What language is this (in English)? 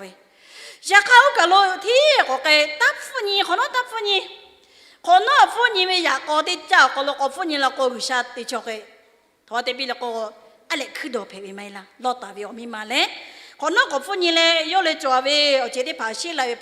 Lahu